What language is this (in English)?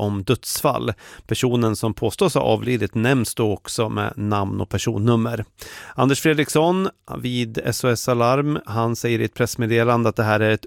Swedish